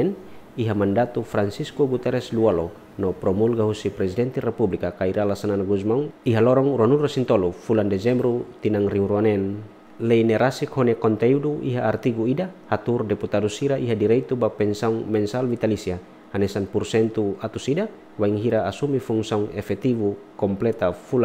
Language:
Tetum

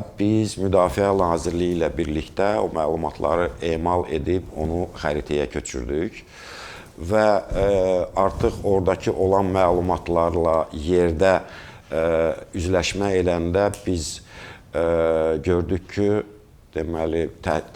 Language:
Azerbaijani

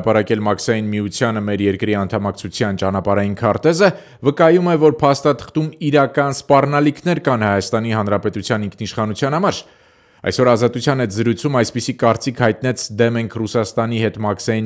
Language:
Armenian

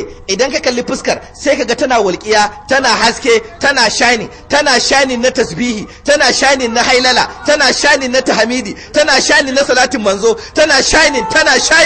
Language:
Hausa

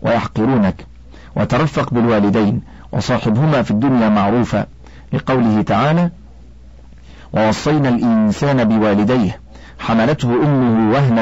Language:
Arabic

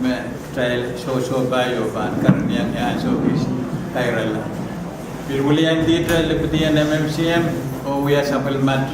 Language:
Pohnpeian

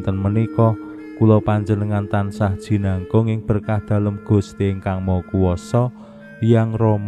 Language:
Javanese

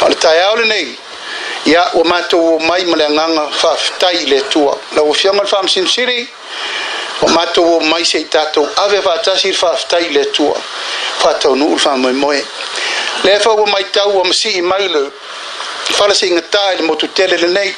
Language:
Samoan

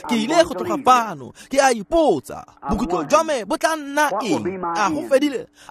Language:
Tswana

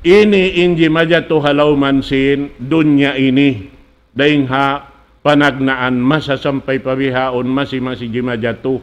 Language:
Tausug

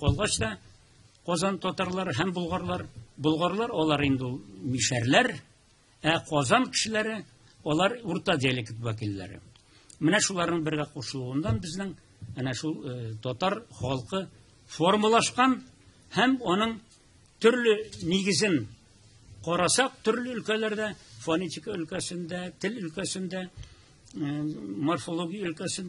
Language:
Tatar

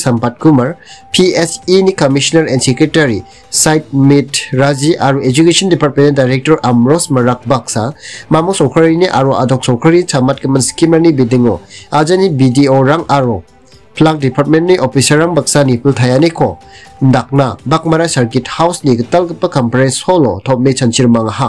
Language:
Garo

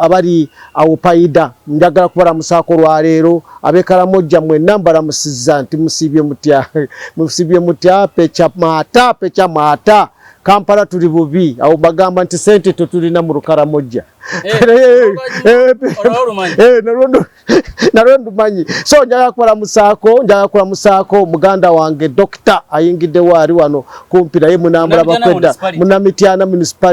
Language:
Ganda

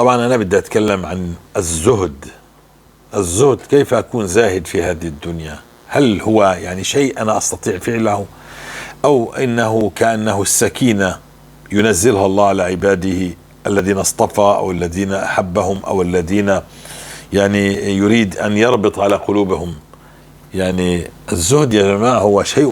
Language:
North Levantine Arabic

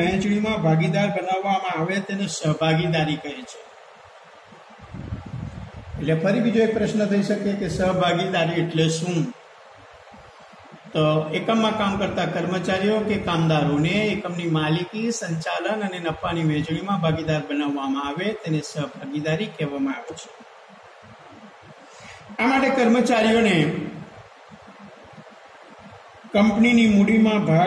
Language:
Gujarati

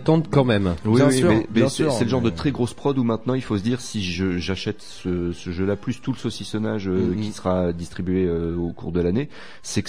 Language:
French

